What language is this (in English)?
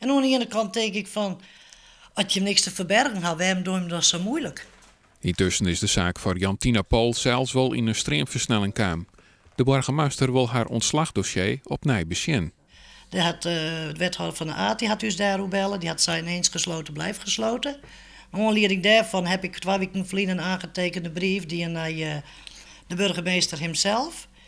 Western Frisian